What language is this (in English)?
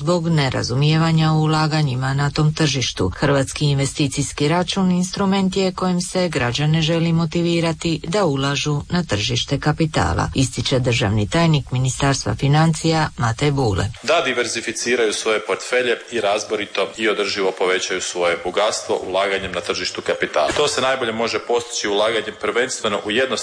Croatian